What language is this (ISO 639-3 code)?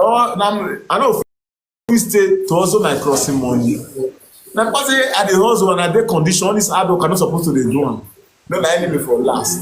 pcm